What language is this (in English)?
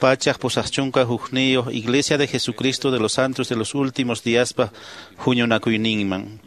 Quechua